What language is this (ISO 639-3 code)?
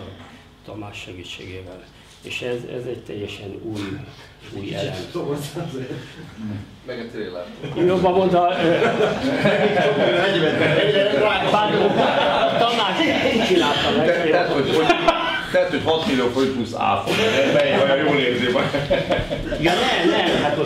hun